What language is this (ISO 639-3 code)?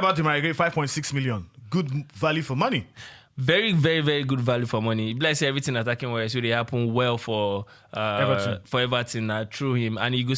pcm